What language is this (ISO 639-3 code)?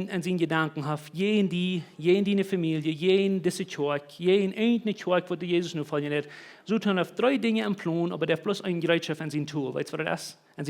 pdt